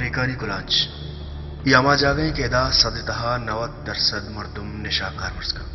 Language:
Baluchi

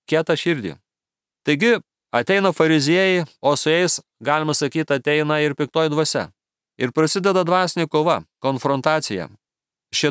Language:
Lithuanian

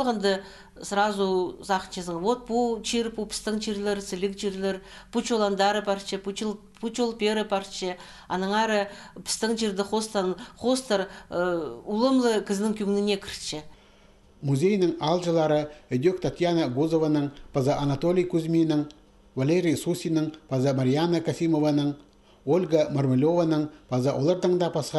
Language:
Khakas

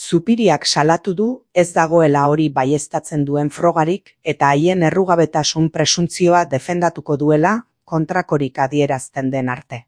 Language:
Basque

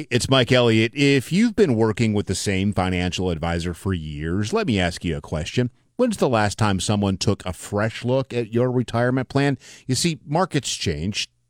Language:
English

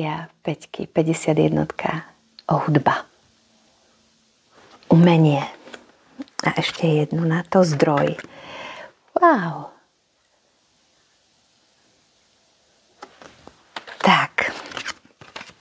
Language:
Slovak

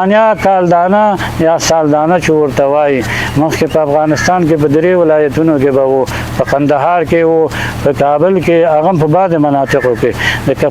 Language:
Pashto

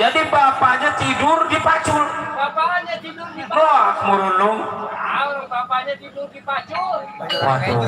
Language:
Betawi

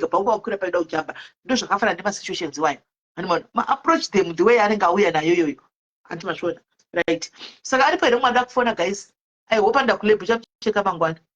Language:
Shona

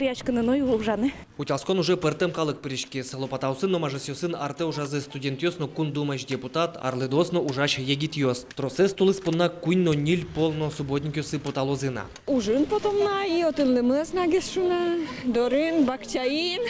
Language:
Udmurt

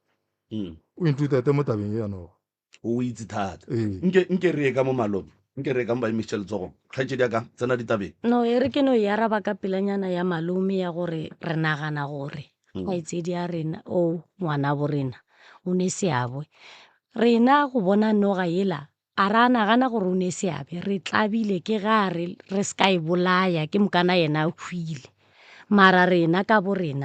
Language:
Northern Sotho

